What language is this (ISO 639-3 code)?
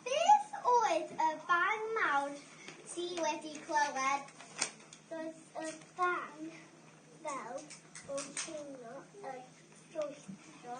cym